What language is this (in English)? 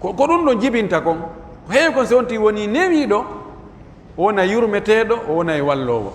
Pular